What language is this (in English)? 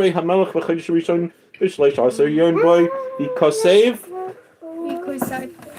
Yiddish